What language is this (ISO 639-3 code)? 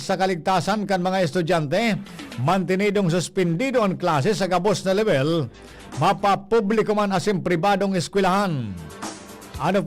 bik